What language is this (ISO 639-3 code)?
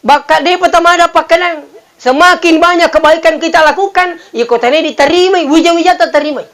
bug